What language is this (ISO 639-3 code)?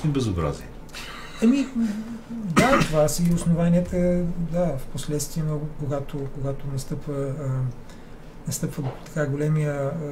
bul